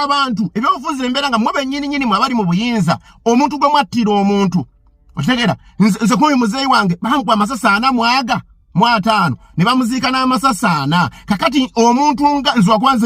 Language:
Ganda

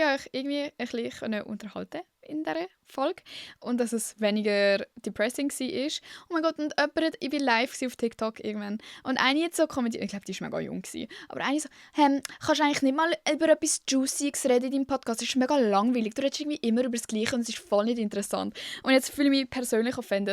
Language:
Swiss German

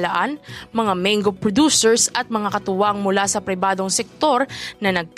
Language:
Filipino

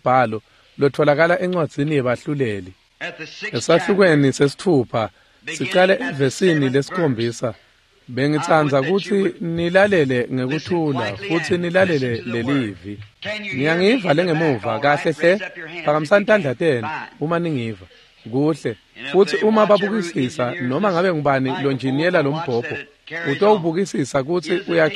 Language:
Swati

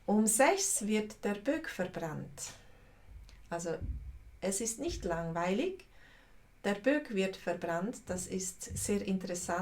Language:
Swiss German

